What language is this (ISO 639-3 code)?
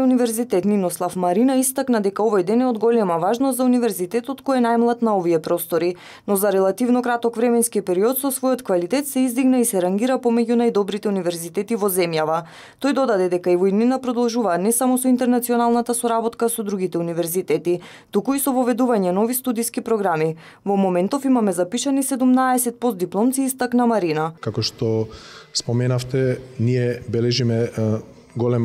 mkd